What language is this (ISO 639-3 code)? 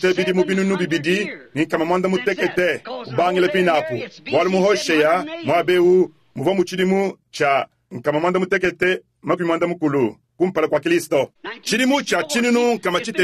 lua